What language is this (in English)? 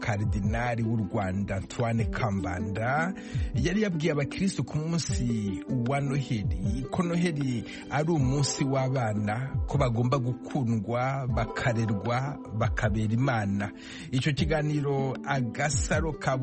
Kinyarwanda